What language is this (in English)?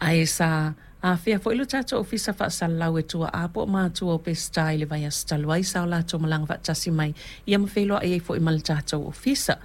Samoan